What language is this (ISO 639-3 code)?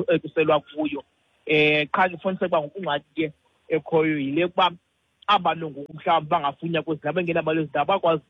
xho